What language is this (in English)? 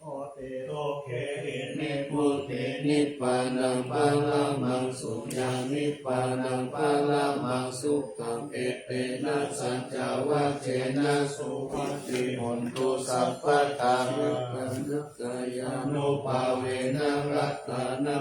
Pali